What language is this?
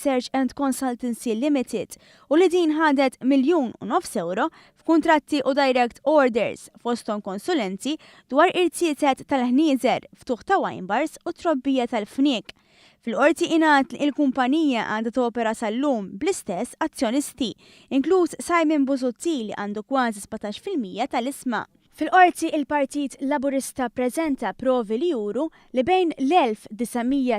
Maltese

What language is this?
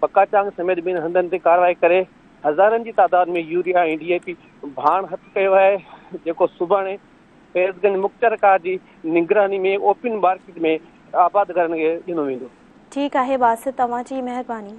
Sindhi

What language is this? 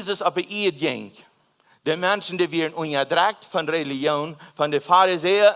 Plautdietsch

